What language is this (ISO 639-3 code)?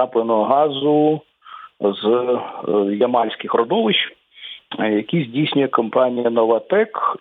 ukr